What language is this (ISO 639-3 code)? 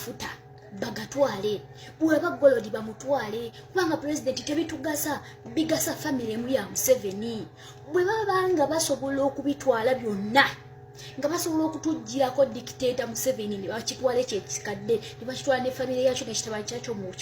lug